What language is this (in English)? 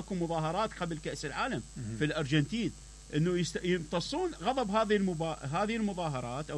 Mesopotamian Arabic